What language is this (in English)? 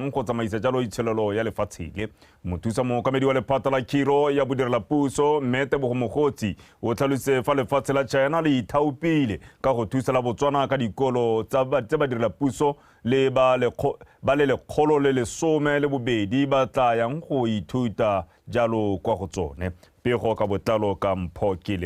Tswana